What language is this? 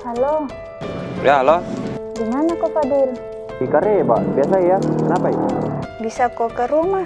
Makassar Malay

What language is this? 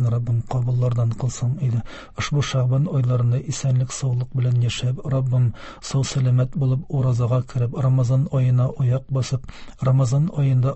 Tatar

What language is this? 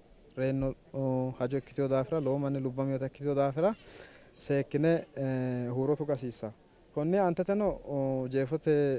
Sidamo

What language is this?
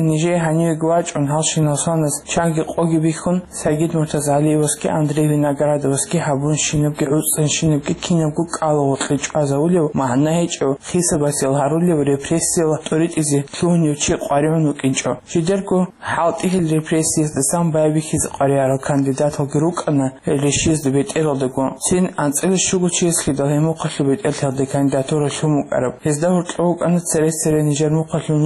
Avaric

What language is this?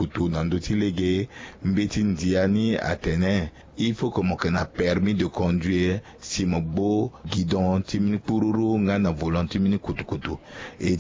Sango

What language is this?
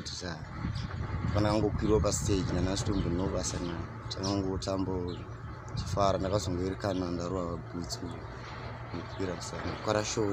Shona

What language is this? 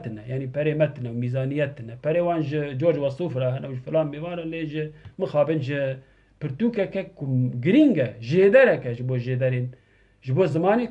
Kurdish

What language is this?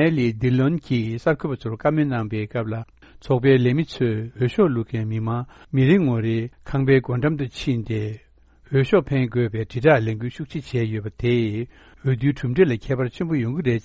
Tibetan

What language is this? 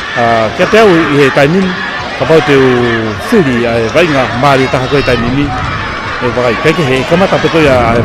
Tongan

